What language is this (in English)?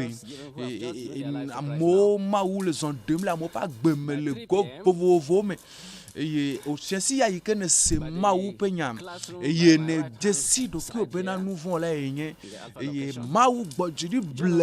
Ewe